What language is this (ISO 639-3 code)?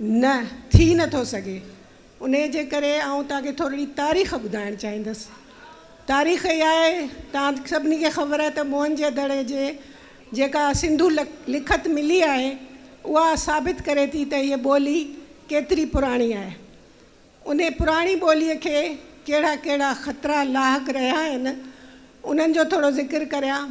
snd